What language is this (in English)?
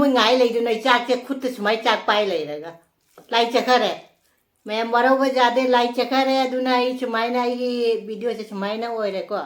Manipuri